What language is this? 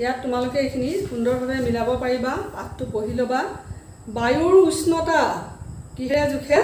Assamese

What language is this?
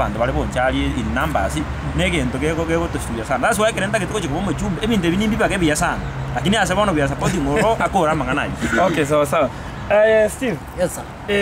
Gusii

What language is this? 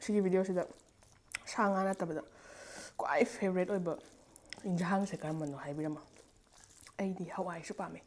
Manipuri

